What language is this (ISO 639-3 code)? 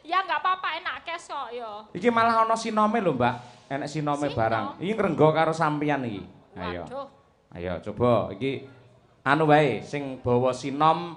jav